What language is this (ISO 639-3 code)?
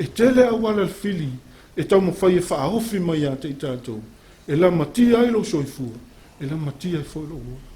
smo